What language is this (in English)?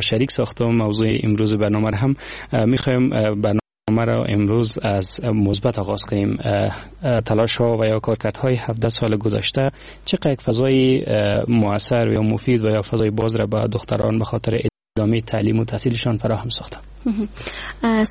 Persian